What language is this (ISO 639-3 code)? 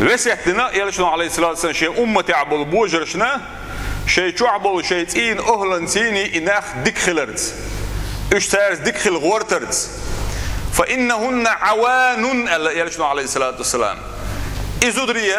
che